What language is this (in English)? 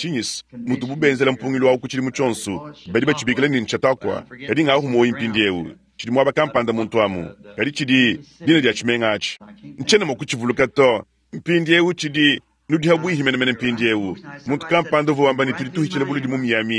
Luba-Lulua